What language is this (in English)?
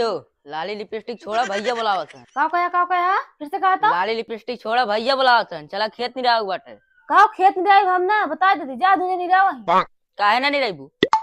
Awadhi